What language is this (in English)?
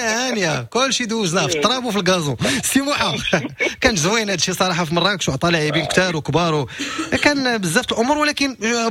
Moroccan Arabic